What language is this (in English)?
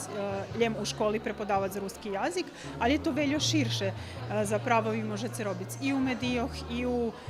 Rusyn